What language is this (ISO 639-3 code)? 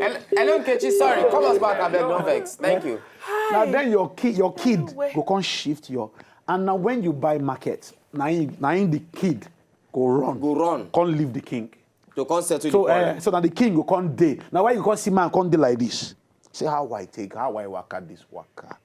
pcm